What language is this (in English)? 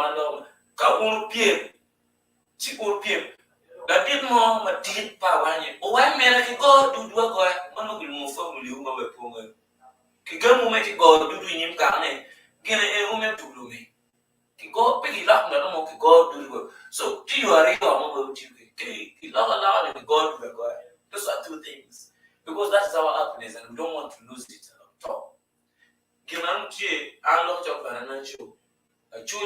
Acoli